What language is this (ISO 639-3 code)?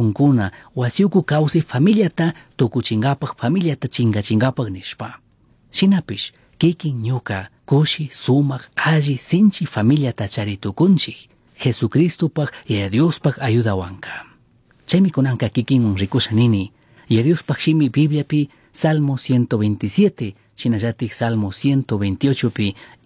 qug